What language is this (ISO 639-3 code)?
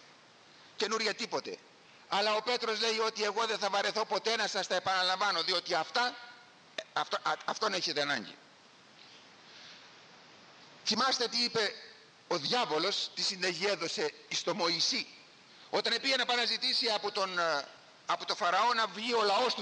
ell